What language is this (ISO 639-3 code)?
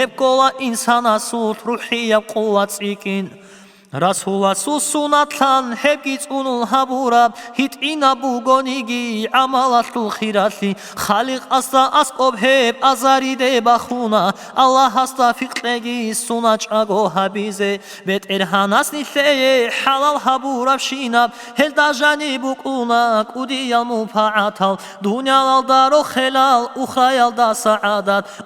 ava